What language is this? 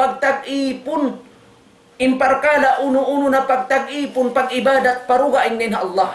Tausug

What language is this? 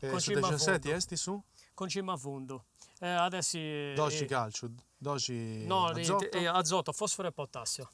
Sardinian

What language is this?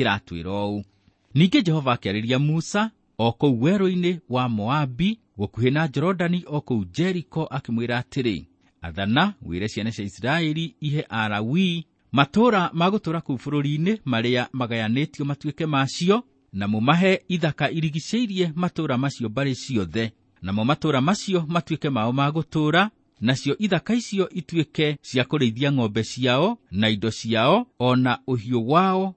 Kikuyu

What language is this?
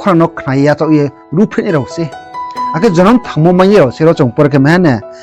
Riang (India)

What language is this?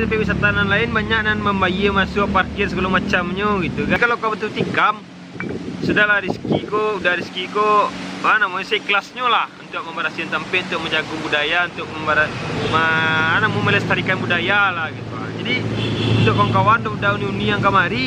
Minangkabau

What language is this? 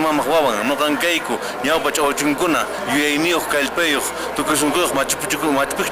Quechua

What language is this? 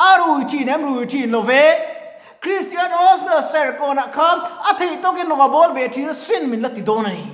Mizo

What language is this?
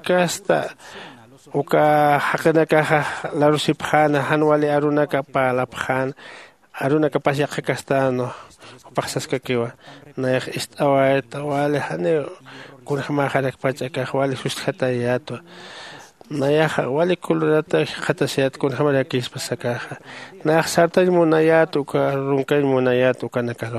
Aymara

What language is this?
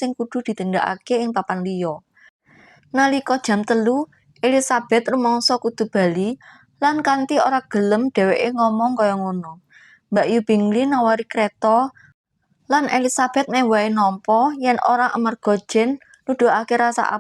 Javanese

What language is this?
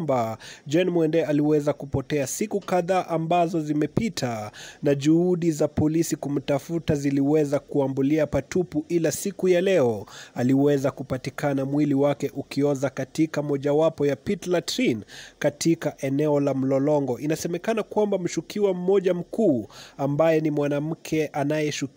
Swahili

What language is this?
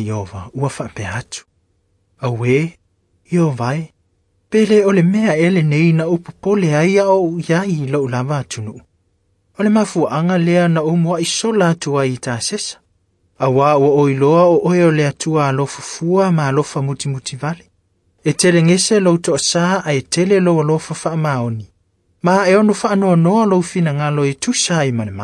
Samoan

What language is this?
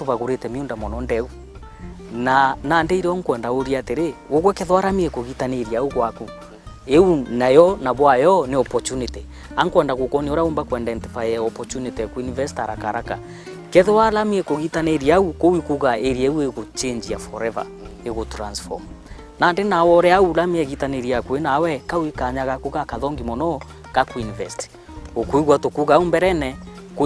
Meru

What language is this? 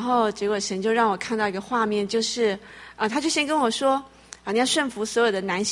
Chinese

